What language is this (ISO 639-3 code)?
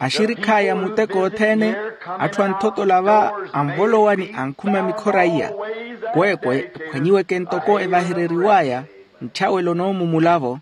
vmw